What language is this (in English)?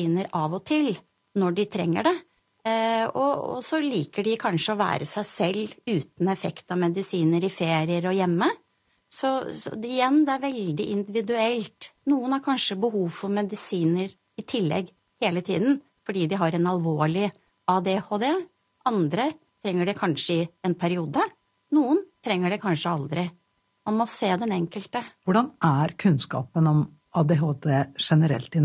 Norwegian